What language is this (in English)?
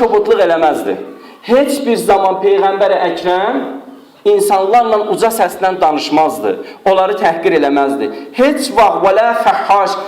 Azerbaijani